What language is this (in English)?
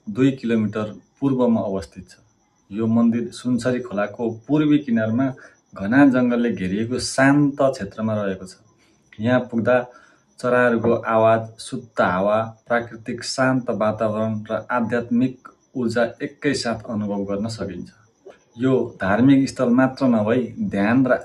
Nepali